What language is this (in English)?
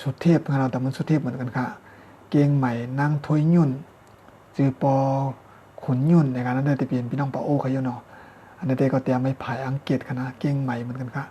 Shan